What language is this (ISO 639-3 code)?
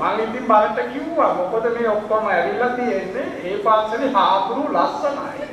sin